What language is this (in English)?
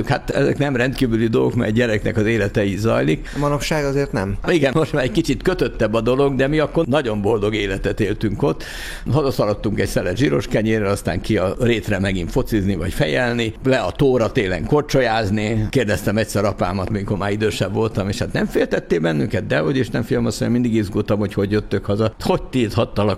Hungarian